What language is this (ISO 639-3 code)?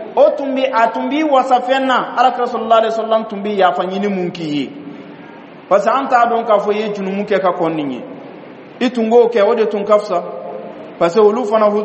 bam